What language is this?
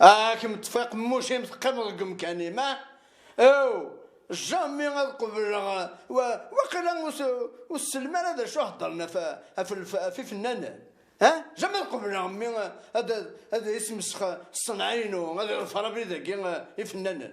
Kabyle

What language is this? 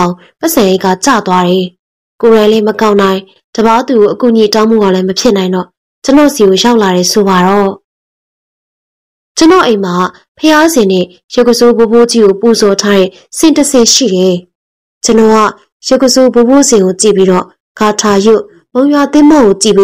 Burmese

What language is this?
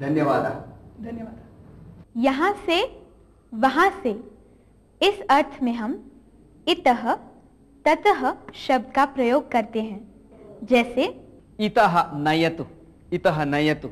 Sanskrit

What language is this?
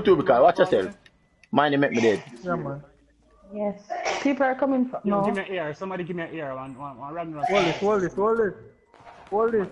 Jamaican Creole English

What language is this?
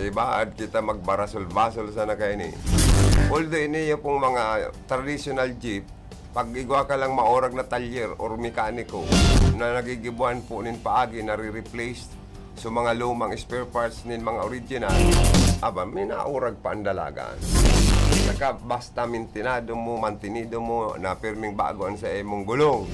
Bikol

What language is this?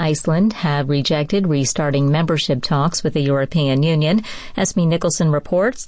English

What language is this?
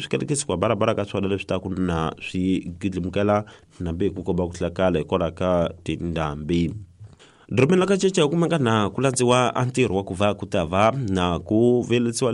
Tsonga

